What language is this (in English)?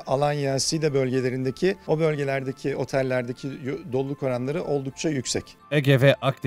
Turkish